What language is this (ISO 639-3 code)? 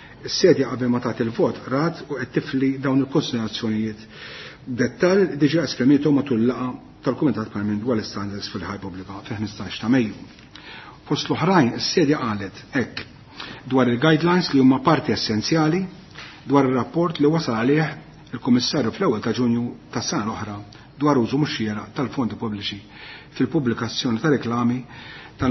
mlt